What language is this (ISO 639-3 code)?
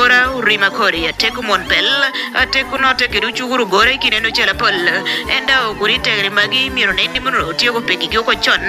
laj